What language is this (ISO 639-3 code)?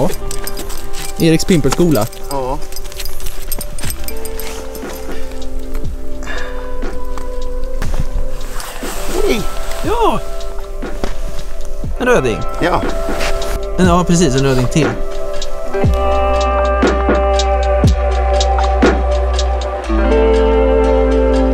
swe